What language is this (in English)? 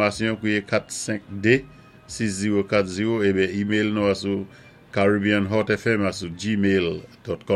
Saint Lucian Creole French